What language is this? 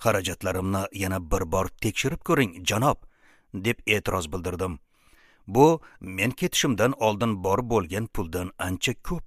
Uzbek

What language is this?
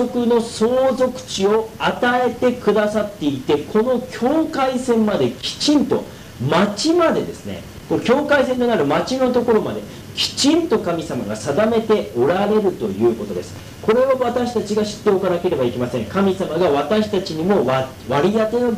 Japanese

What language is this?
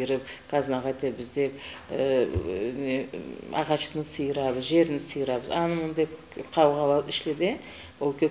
Karachay-Balkar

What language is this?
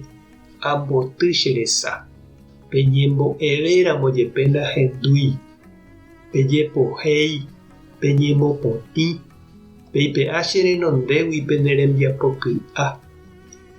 Guarani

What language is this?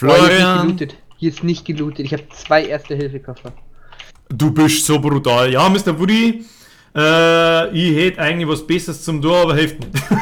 Bavarian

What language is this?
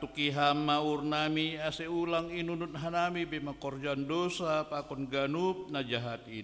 Batak Simalungun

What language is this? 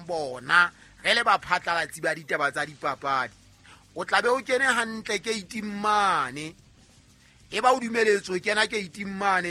Southern Sotho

